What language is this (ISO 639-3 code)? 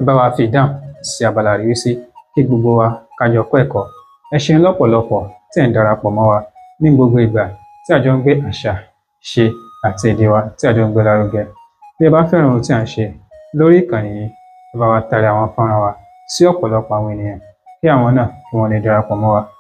yor